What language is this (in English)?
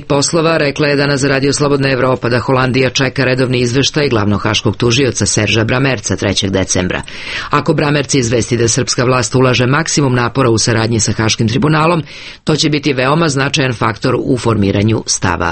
Serbian